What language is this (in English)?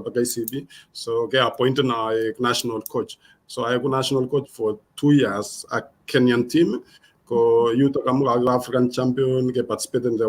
Kalenjin